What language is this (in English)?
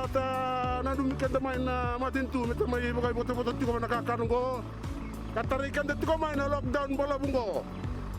Fijian